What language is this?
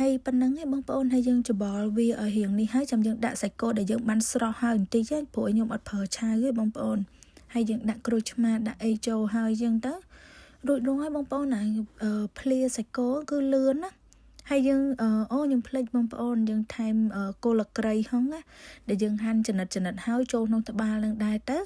Khmer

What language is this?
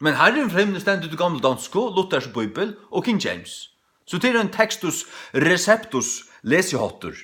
Faroese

